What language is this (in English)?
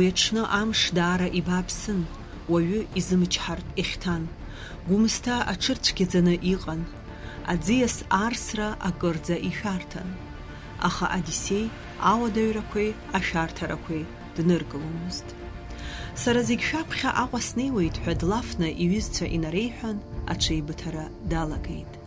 Abkhazian